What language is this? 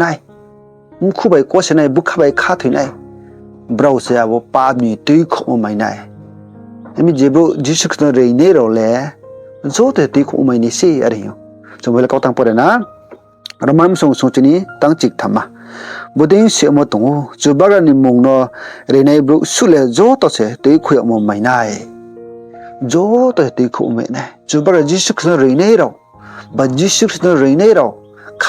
Riang (India)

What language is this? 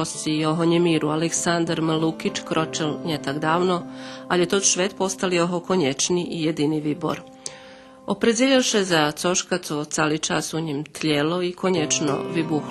Rusyn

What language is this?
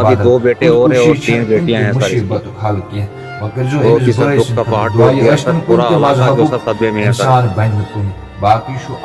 Kashmiri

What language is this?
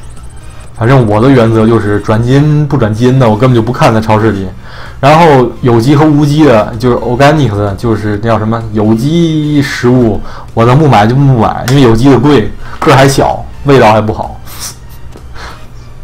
Chinese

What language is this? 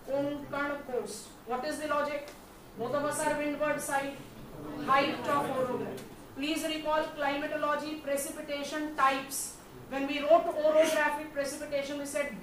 English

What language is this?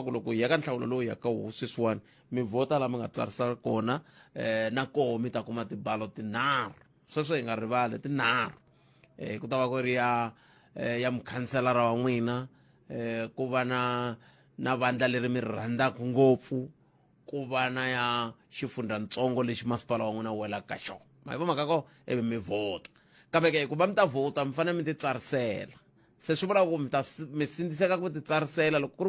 Tsonga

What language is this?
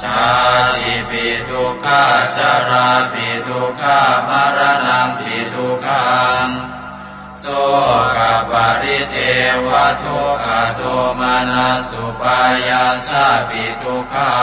Pali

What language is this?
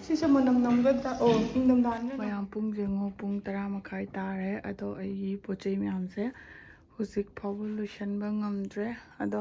Manipuri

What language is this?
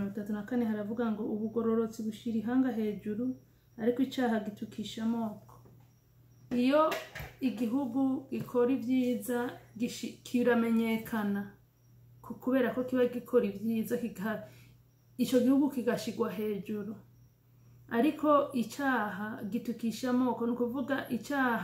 Rundi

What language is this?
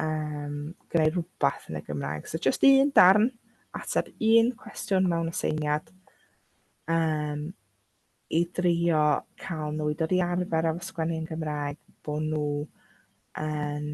Welsh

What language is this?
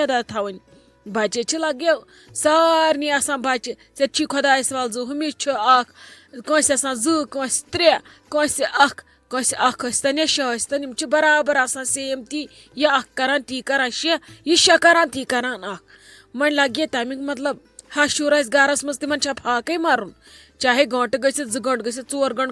Kashmiri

